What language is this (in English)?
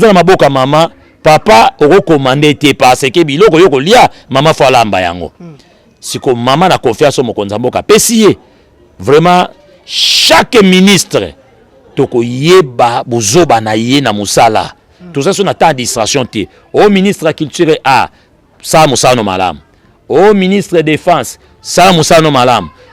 Lingala